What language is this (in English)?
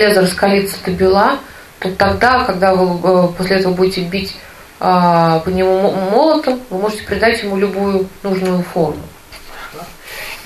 Russian